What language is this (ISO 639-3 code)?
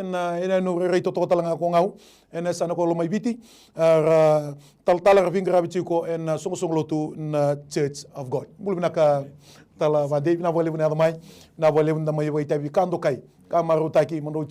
fij